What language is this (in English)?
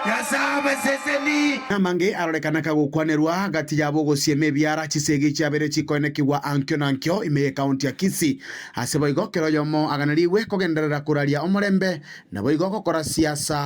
Gusii